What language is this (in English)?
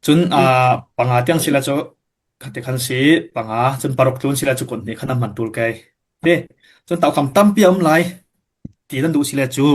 Falam Chin